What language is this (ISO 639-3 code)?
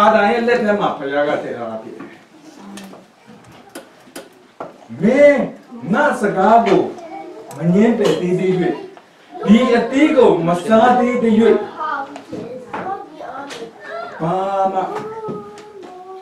mya